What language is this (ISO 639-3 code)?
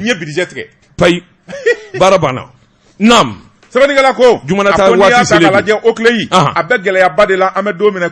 bam